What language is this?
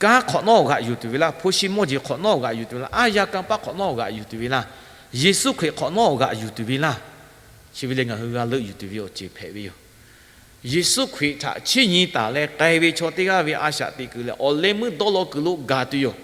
Lahu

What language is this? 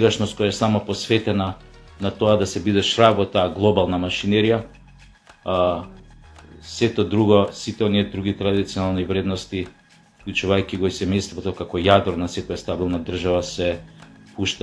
Macedonian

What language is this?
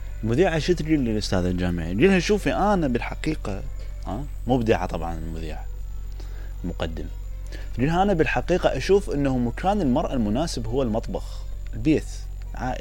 Mesopotamian Arabic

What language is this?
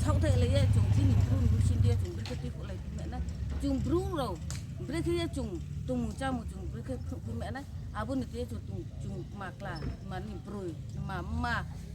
Riang (India)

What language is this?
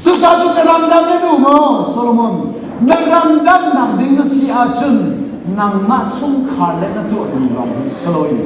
Hakha Chin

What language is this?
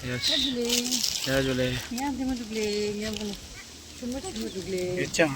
Tibetan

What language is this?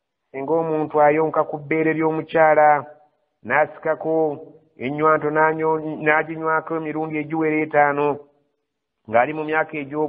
Ganda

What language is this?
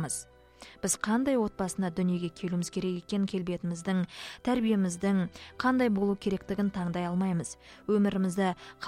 Kazakh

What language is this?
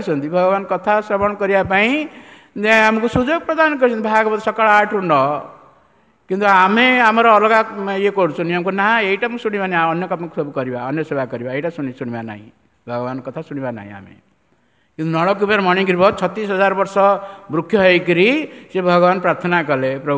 Odia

